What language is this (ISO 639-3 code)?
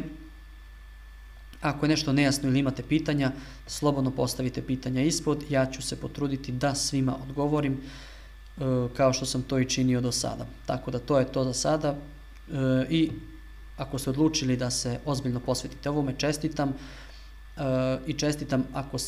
srp